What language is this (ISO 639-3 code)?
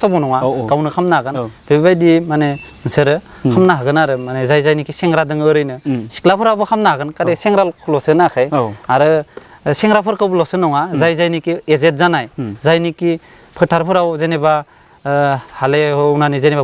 brx